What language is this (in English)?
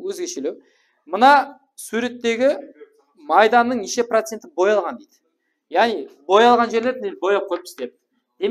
Kara-Kalpak